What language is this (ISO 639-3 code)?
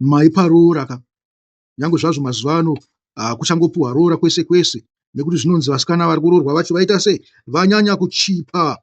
sna